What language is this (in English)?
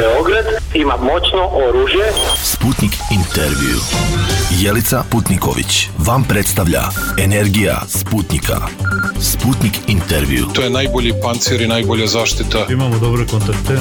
Serbian